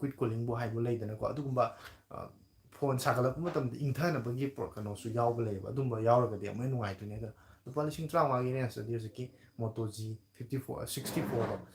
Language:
Manipuri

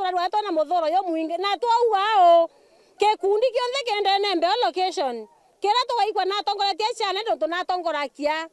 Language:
Meru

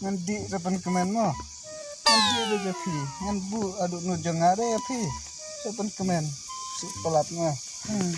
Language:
Khasi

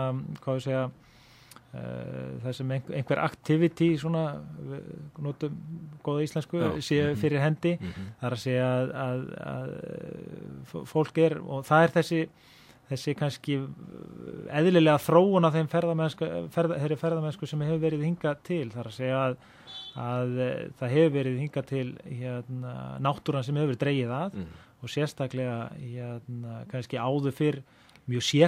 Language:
Icelandic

